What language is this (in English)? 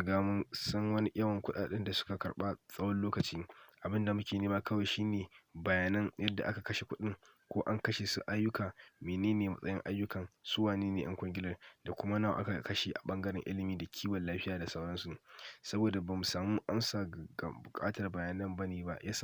Hausa